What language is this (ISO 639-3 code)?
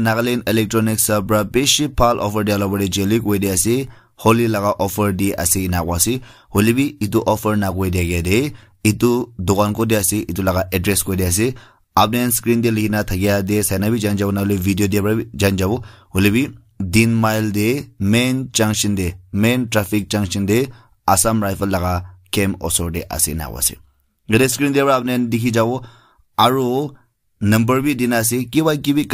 nag